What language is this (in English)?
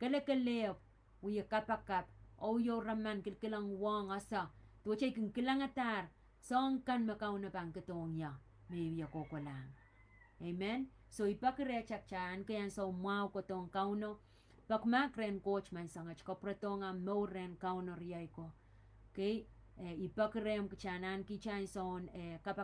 Pohnpeian